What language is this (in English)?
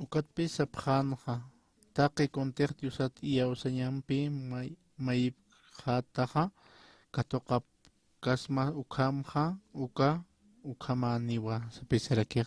Aymara